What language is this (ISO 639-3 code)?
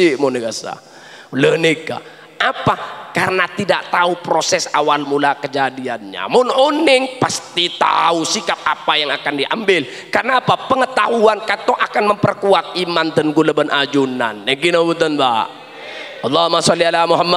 mad